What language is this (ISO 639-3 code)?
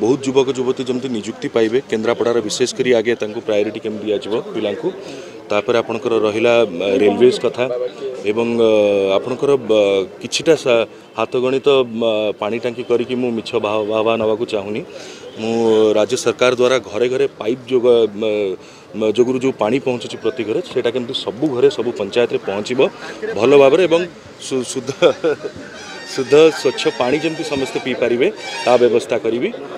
ori